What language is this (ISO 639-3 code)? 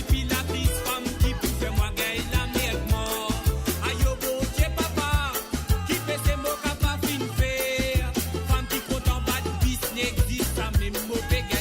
mfe